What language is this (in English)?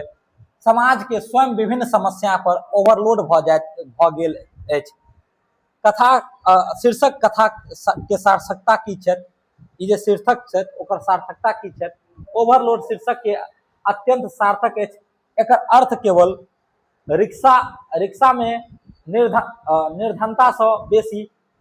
Maithili